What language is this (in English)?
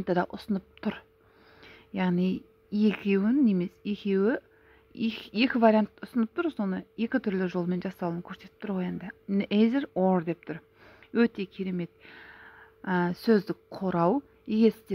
Kazakh